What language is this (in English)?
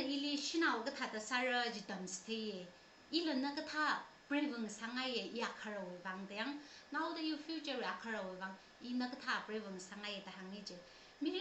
Tangkhul Naga (India)